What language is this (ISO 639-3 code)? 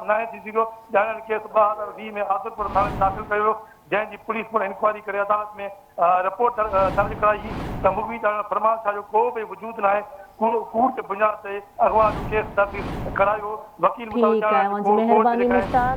snd